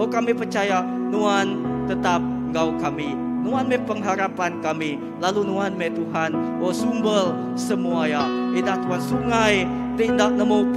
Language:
Iban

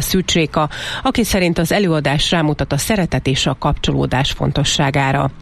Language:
Hungarian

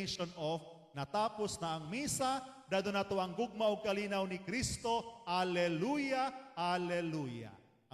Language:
Cebuano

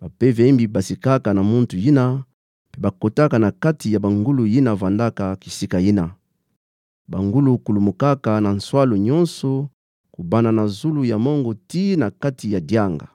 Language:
Kituba (Democratic Republic of Congo)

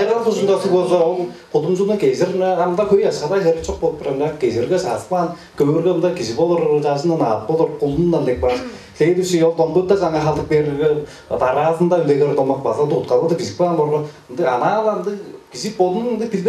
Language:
Tuvinian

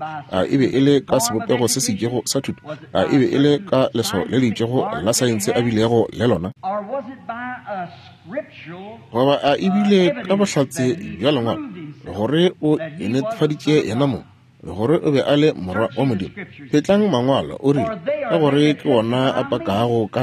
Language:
Northern Sotho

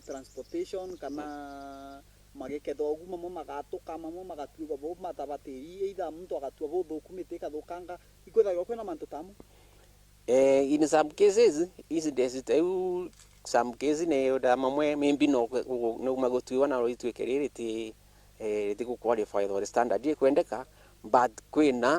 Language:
Meru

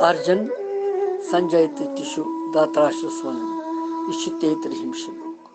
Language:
Kashmiri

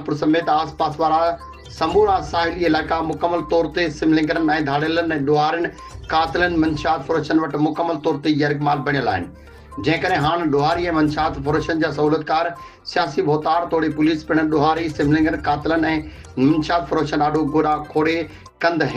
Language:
Sindhi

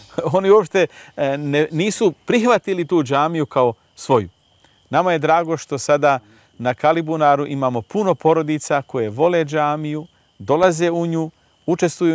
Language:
Bosnian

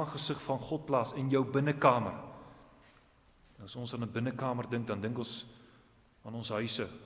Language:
Afrikaans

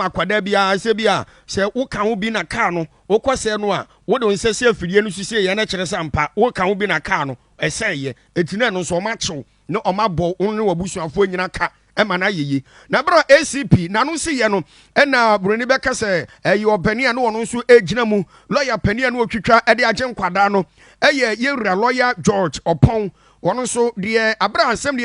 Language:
Akan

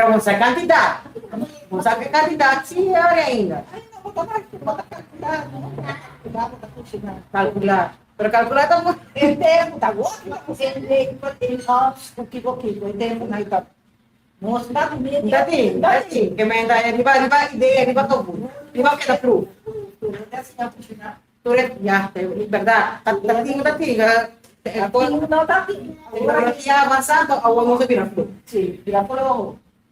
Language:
Papiamento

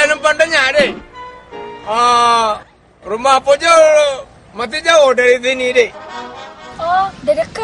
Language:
Achinese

